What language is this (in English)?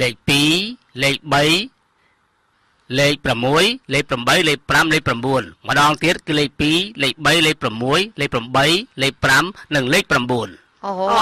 Khmer